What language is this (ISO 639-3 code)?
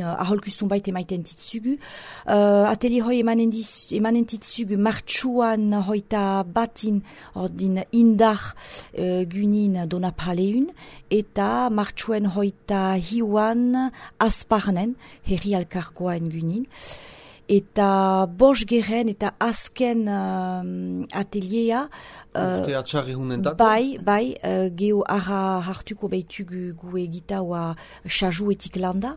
eus